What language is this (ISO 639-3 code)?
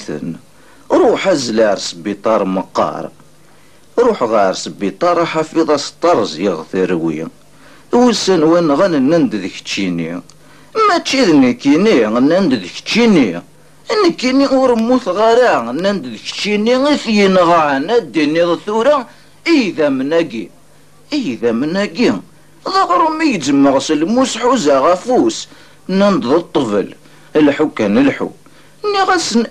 kab